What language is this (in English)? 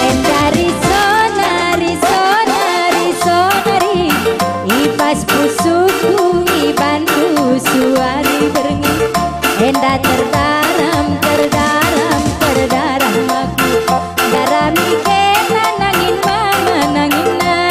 Batak Karo